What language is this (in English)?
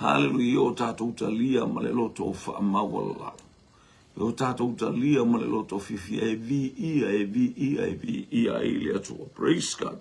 Samoan